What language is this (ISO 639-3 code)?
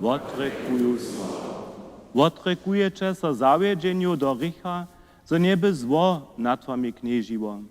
hsb